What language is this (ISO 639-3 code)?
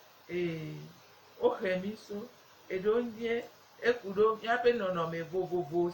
gej